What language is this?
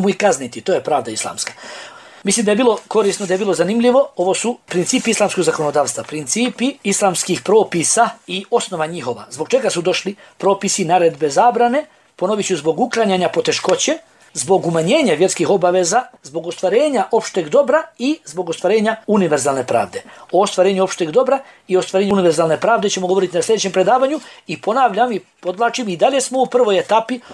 Bosnian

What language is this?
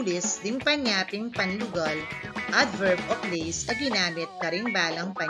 Pampanga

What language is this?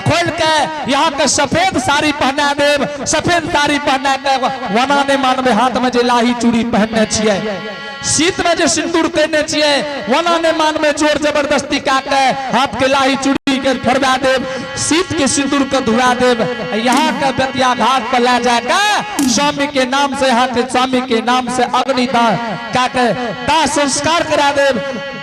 Angika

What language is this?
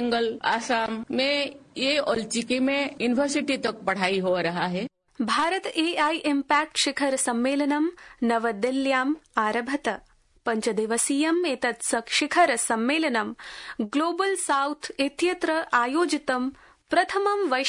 Sanskrit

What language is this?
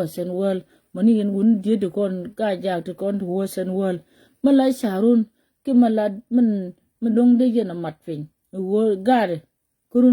Nuer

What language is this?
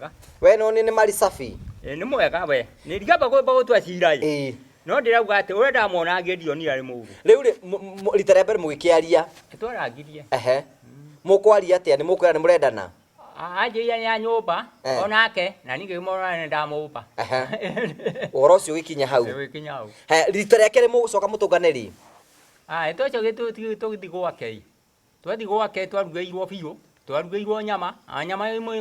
Kikuyu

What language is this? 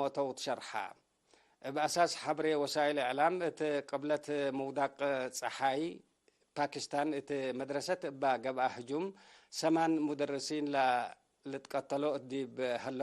Tigre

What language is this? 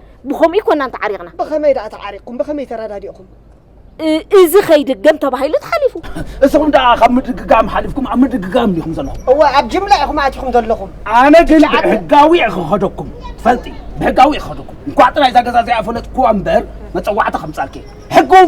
Tigrinya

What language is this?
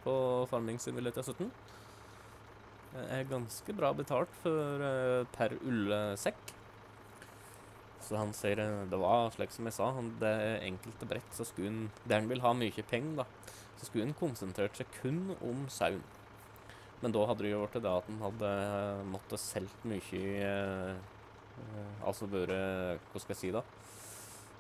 Norwegian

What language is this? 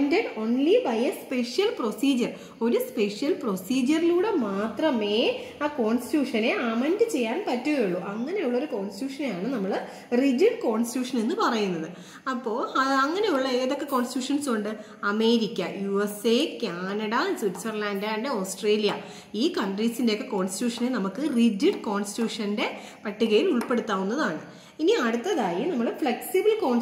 Malayalam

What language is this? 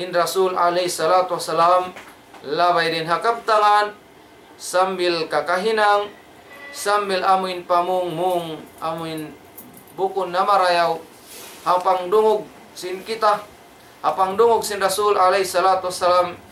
Tausug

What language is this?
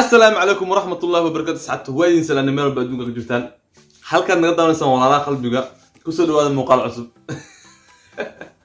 Somali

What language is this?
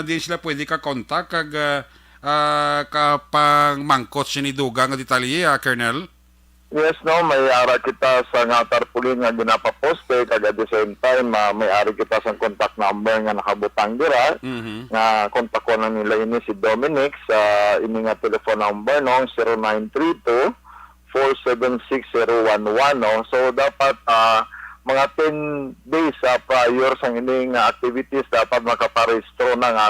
Hiligaynon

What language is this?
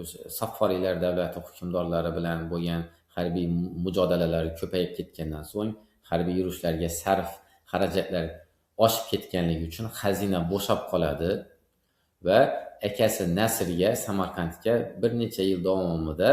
Uzbek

